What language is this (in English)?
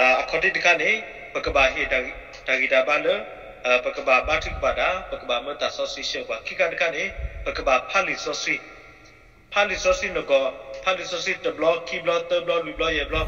S'gaw Karen